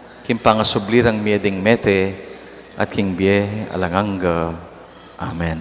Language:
Pampanga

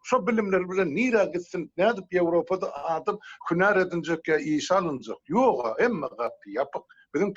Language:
Turkmen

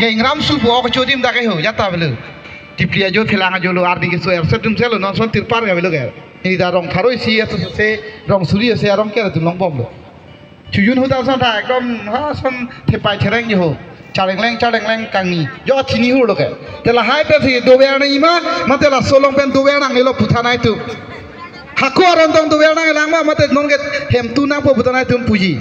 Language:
Karbi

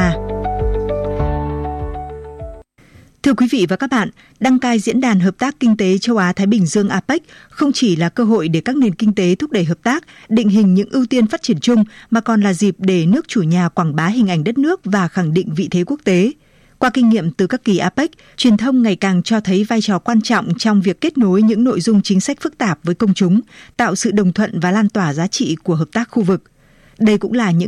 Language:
Vietnamese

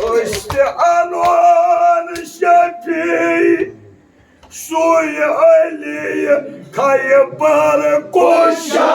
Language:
Kashmiri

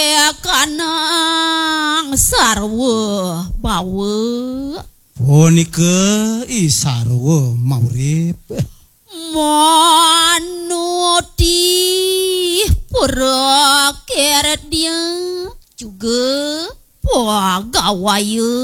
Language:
Balinese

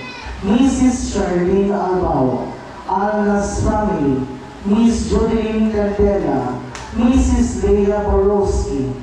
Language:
Waray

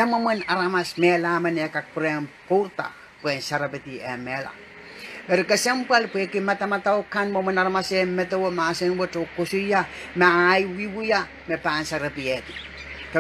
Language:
Pohnpeian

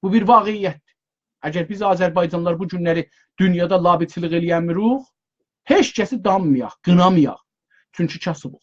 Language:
South Azerbaijani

